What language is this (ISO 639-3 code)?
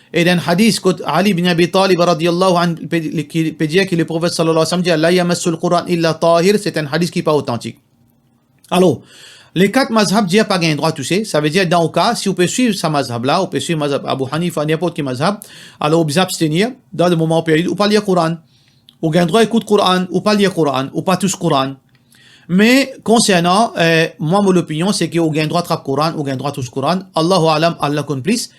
mfe